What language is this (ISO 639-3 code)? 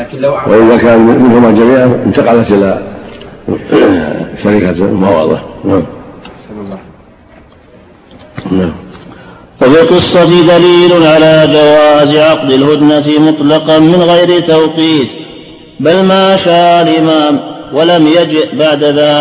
ara